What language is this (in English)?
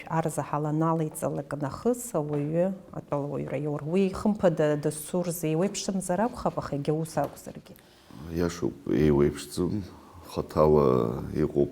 Abkhazian